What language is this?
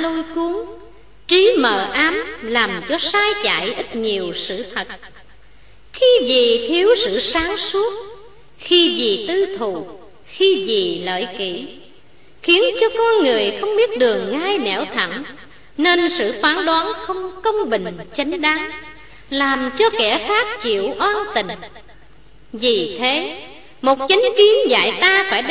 Vietnamese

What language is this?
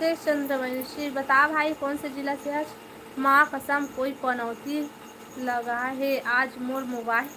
Chhattisgarhi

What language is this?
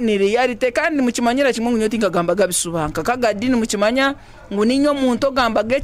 Nyankole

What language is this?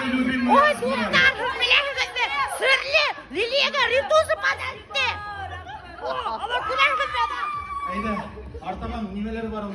Bashkir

